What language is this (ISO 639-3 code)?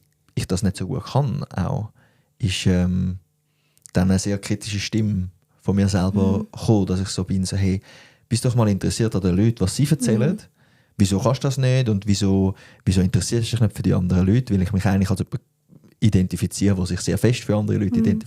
gsw